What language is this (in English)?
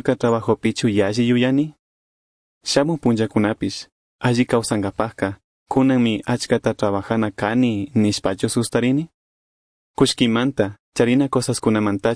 Chimborazo Highland Quichua